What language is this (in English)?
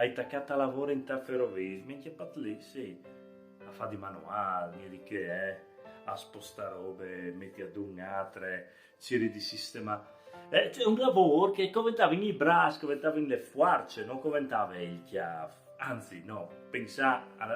Friulian